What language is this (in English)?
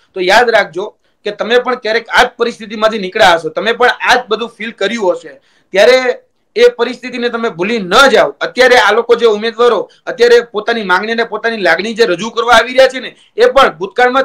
Gujarati